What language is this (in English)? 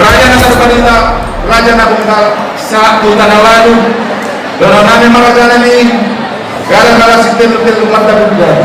Batak Toba